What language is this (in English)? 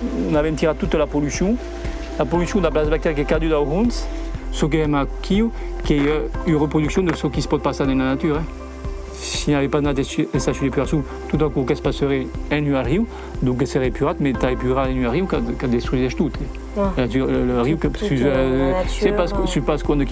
Occitan